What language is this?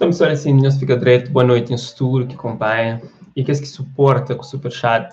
Kabuverdianu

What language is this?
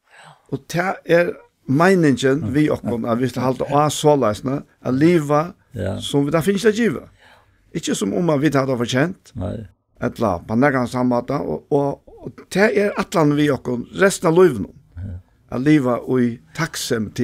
Faroese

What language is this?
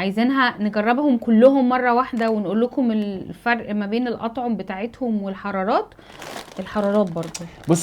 Egyptian Arabic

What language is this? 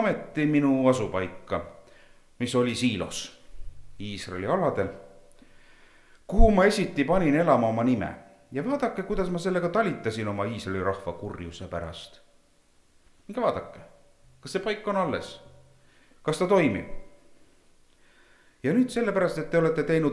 Estonian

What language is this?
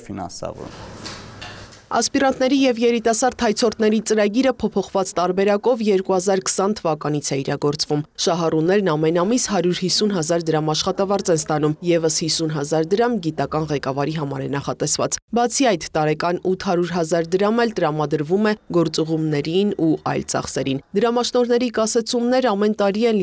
Armenian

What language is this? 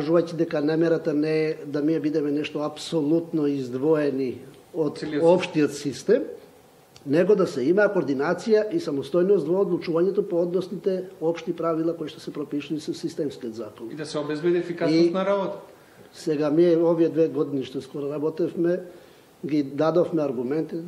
Macedonian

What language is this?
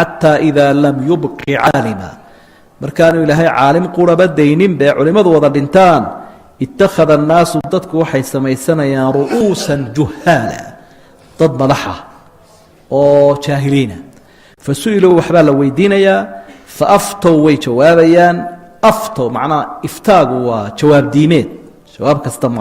Somali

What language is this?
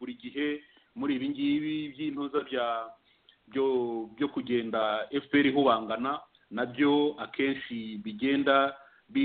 Kinyarwanda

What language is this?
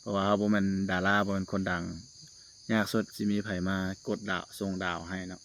Lao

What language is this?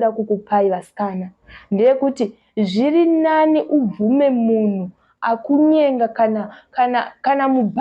Shona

